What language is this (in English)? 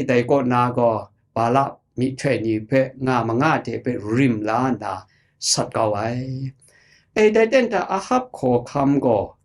Kachin